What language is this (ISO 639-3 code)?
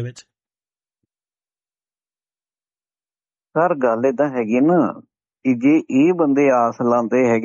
pan